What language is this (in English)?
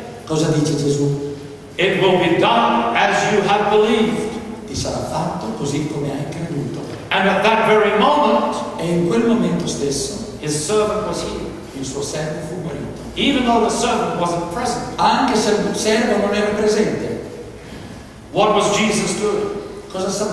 Italian